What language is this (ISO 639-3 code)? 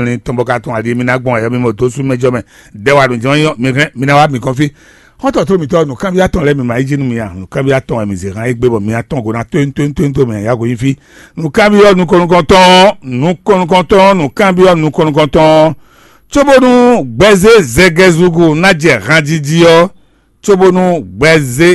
fon